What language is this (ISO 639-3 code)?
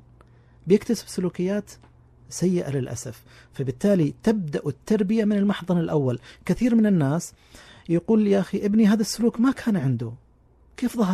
ars